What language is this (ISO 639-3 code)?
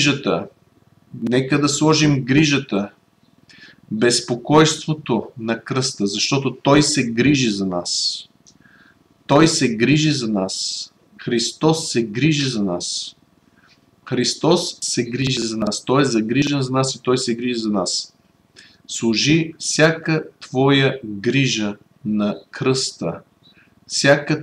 bul